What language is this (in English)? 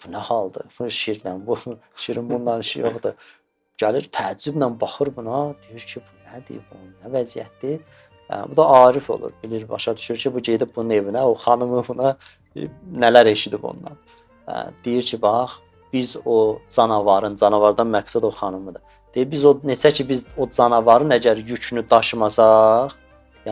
Azerbaijani